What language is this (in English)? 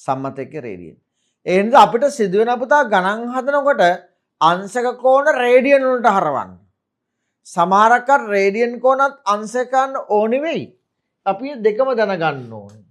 Sinhala